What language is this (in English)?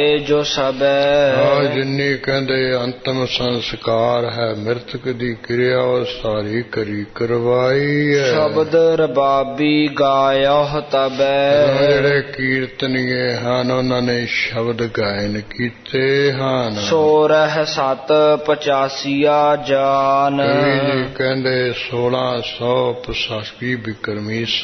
Punjabi